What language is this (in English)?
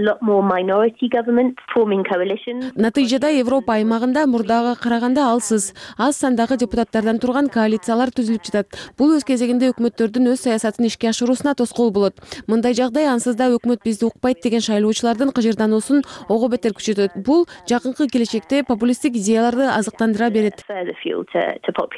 Kyrgyz